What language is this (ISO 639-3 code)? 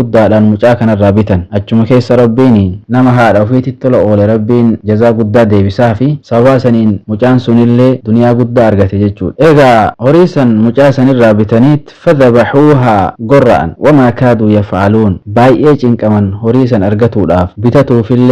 orm